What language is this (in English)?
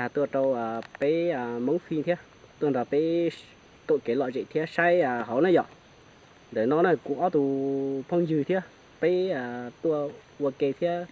Hmong